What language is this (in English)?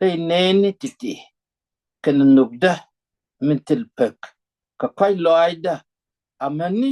Nuer